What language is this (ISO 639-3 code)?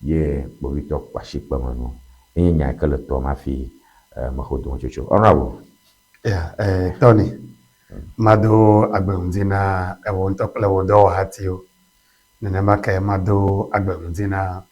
ewe